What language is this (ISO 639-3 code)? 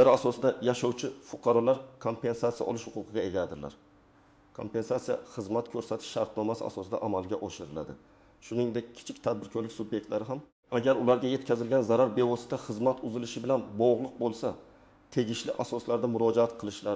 uzb